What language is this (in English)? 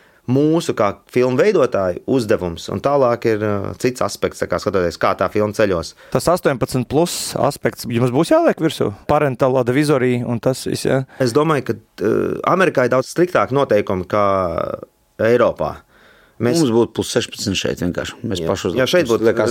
Latvian